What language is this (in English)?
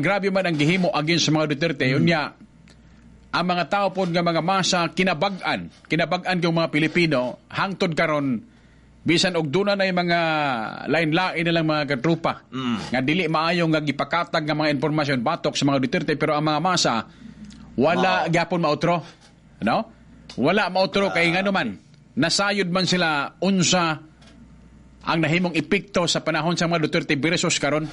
Cebuano